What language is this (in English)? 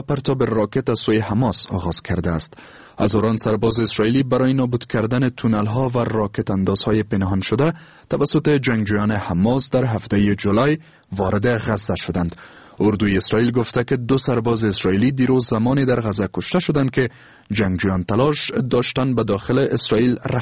Persian